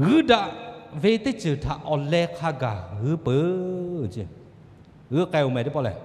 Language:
Lahu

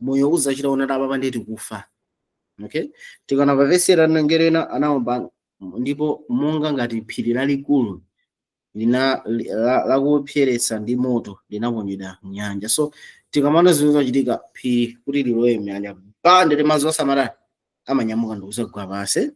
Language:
Nyanja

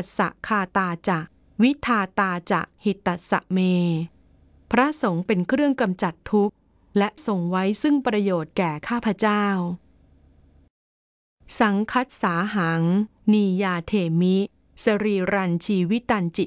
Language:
Thai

